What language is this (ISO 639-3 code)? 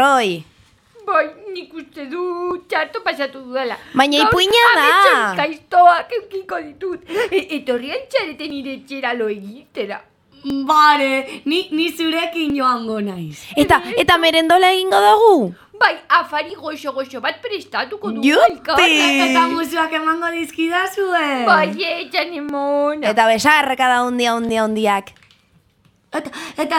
eus